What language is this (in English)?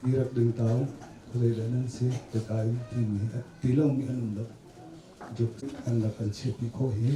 Hakha Chin